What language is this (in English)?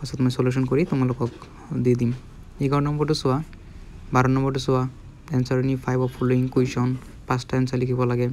Assamese